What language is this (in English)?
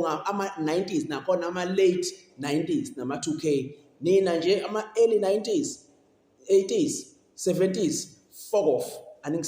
Zulu